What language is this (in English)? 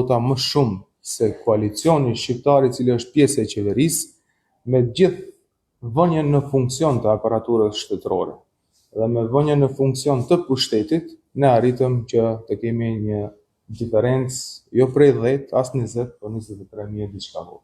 Albanian